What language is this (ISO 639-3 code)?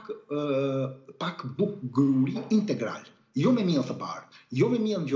sqi